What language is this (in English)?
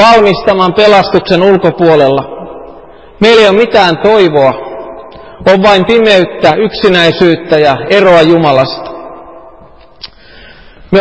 Finnish